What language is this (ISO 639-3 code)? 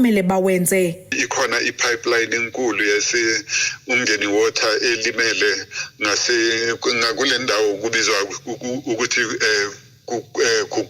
zul